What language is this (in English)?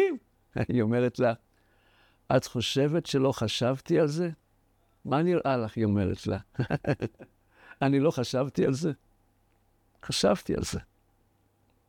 Hebrew